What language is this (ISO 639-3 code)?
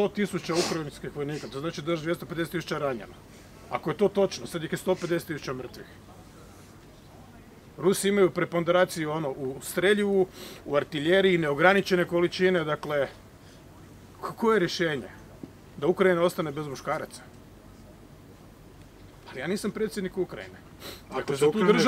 hrv